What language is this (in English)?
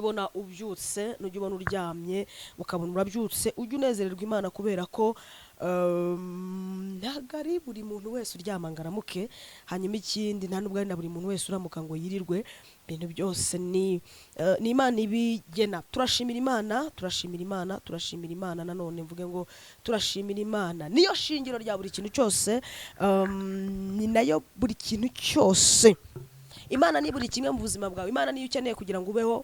Kinyarwanda